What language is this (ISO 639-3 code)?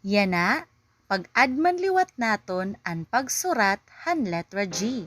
war